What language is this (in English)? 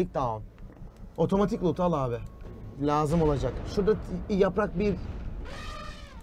Turkish